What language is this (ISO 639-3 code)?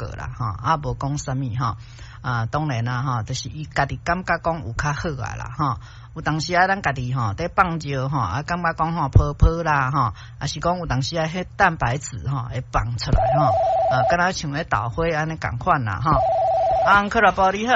nan